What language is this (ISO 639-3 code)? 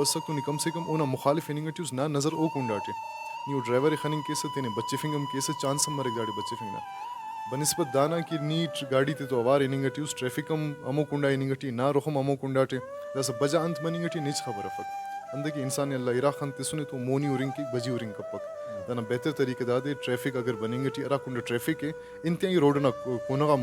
brh